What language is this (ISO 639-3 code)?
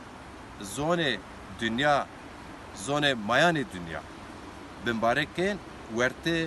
zza